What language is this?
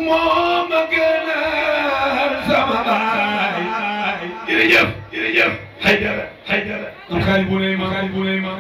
Wolof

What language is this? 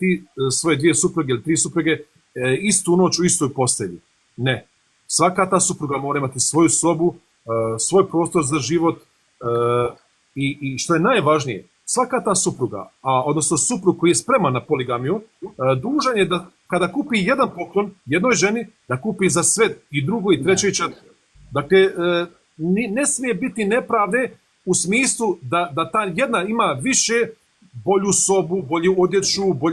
Bosnian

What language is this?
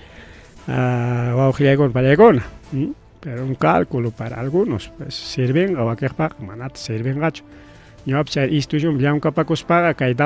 Ayacucho Quechua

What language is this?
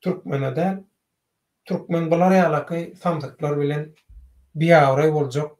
Turkmen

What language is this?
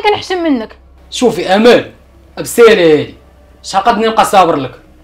Moroccan Arabic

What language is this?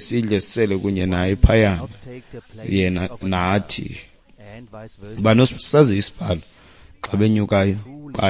Xhosa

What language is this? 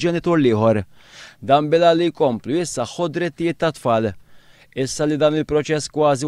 Maltese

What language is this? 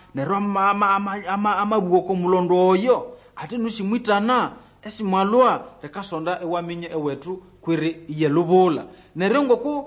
Nande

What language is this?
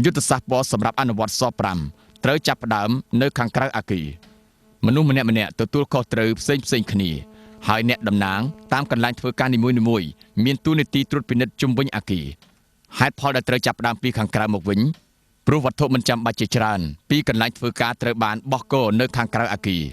Khmer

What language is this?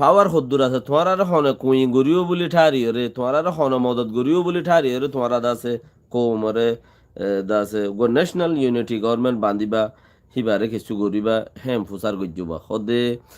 Rohingya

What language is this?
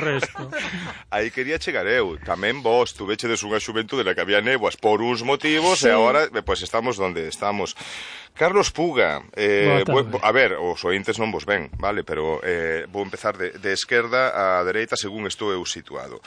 Galician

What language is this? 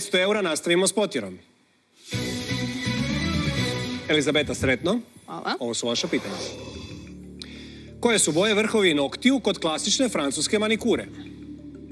Croatian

